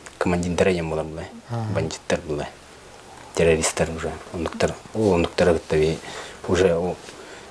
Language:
Yakut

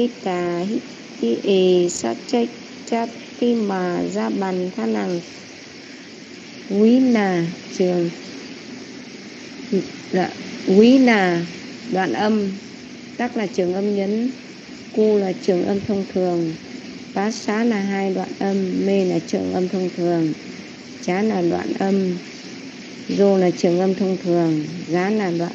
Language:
Vietnamese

